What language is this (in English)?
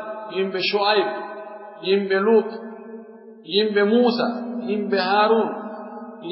Pular